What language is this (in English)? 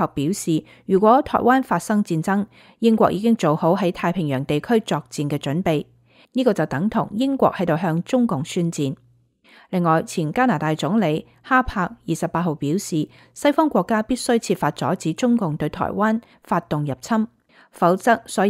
Cantonese